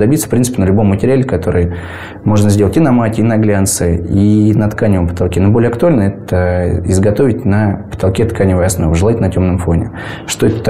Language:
Russian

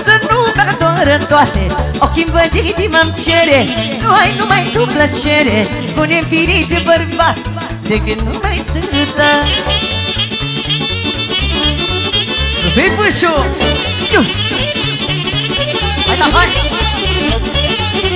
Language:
Romanian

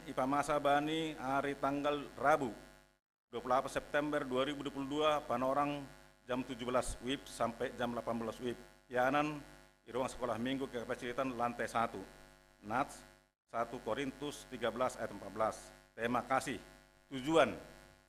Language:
Batak Simalungun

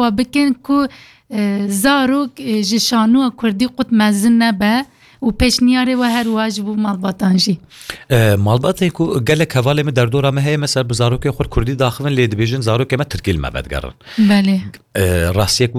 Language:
Kurdish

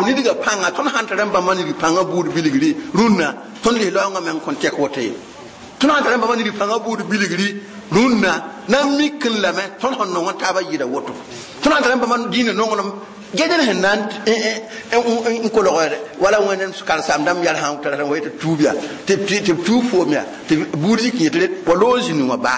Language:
Mossi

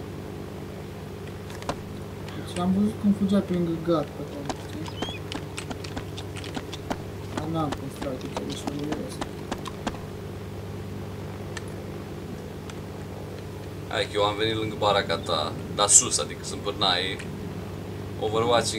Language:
Romanian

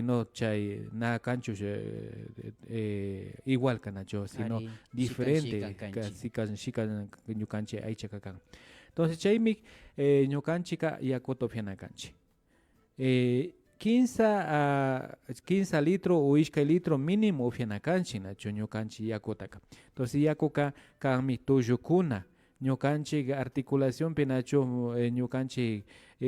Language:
Imbabura Highland Quichua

